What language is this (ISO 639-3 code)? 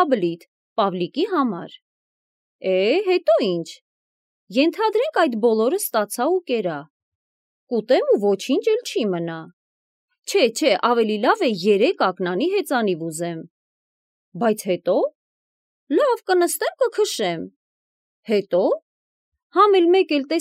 hye